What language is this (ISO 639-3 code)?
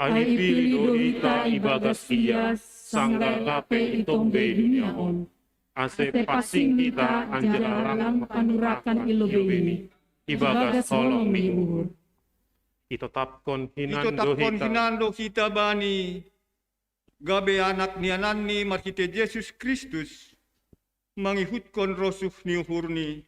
bts